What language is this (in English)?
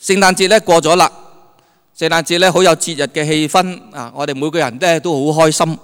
Cantonese